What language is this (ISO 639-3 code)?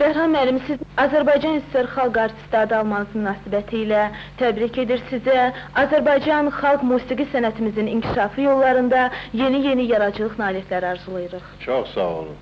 aze